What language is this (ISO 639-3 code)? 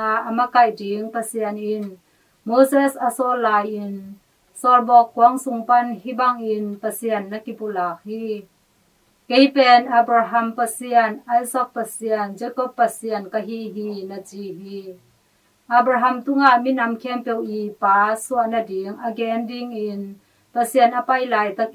ctd